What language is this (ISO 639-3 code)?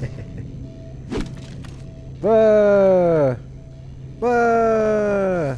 gsw